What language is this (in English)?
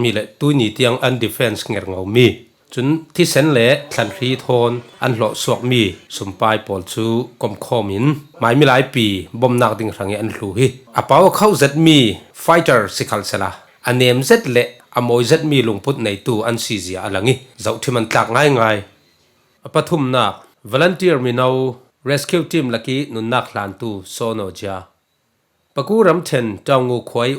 Falam Chin